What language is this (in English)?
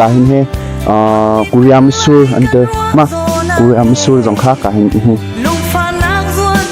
Hakha Chin